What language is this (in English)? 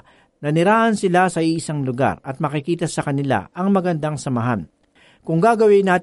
Filipino